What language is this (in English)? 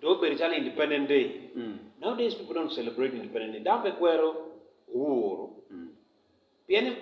Acoli